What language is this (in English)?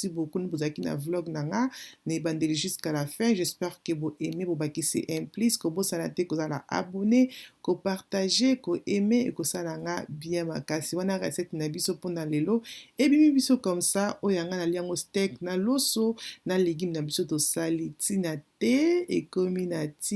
Lingala